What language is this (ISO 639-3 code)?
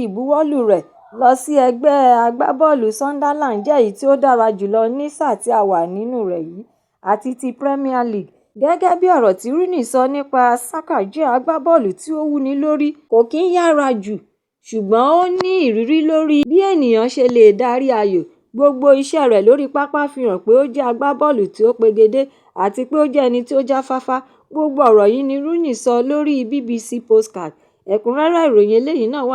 yor